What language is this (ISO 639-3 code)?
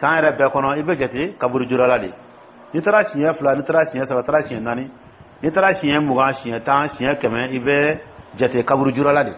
dyu